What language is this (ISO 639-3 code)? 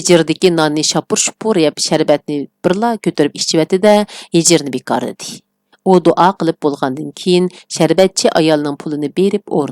uig